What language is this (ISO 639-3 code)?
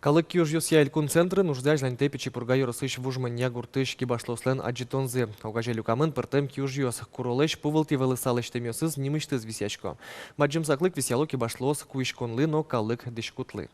udm